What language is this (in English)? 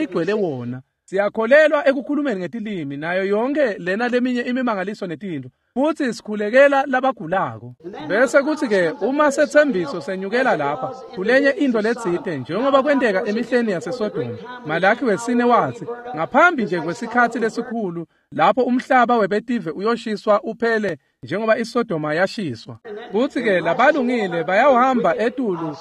Swati